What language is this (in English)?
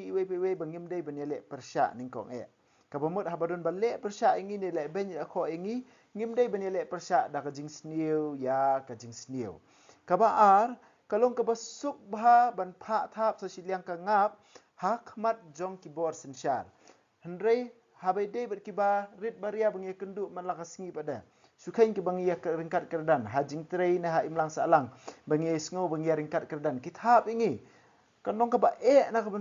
Khasi